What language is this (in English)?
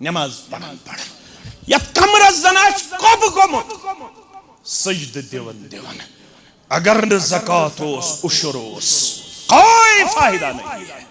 Kashmiri